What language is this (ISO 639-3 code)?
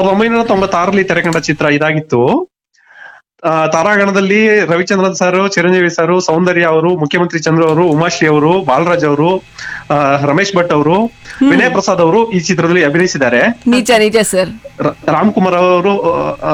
kan